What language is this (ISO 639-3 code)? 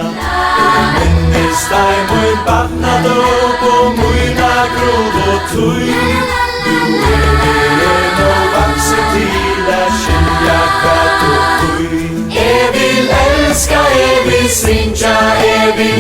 fao